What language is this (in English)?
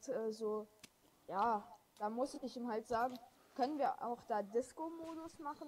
Bavarian